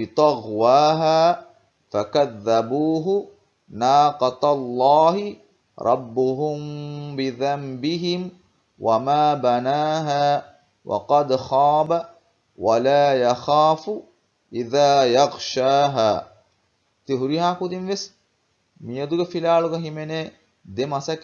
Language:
Divehi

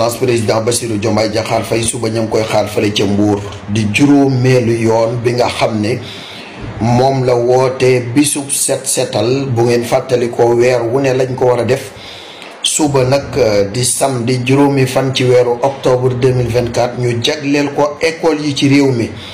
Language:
Wolof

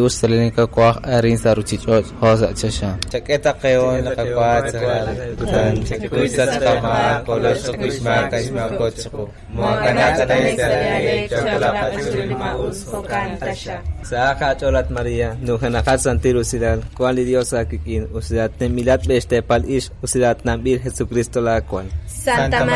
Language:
Kekchí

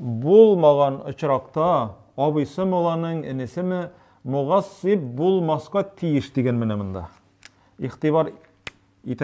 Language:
Tatar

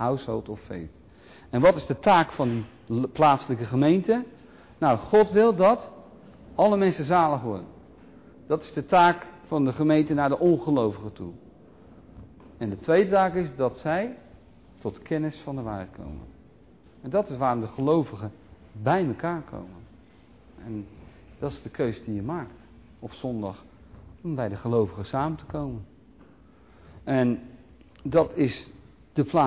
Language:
Dutch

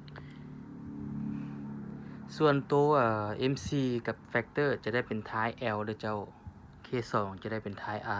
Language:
Lao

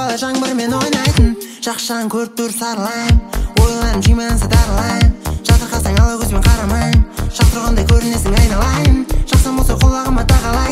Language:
Kazakh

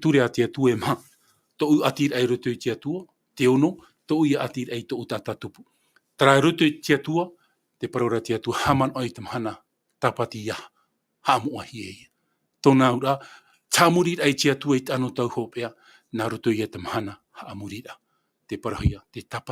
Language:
Tahitian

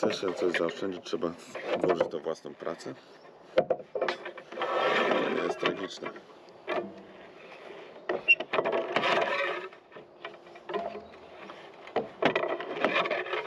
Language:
Polish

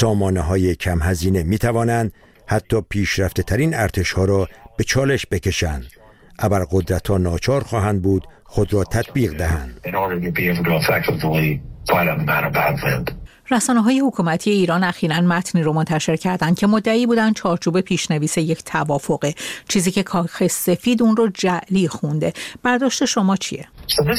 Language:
Persian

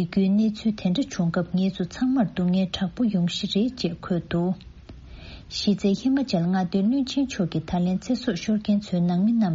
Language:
Tibetan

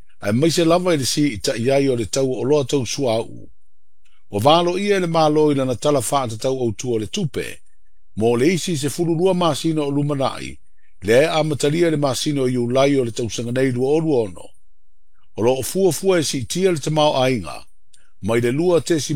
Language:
Samoan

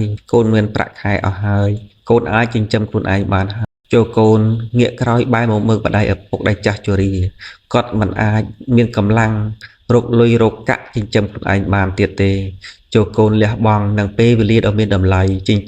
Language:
Khmer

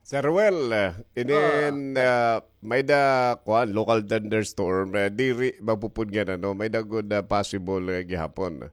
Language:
Waray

